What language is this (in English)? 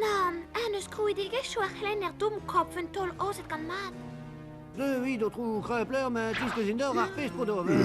Breton